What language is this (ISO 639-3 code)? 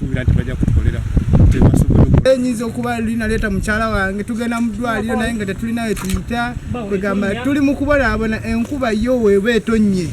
lug